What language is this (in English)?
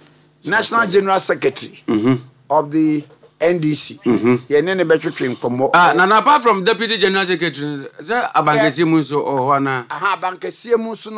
Akan